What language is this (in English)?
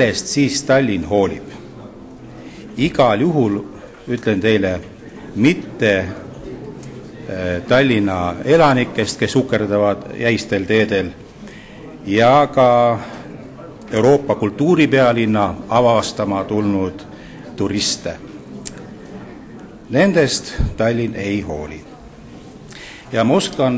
Estonian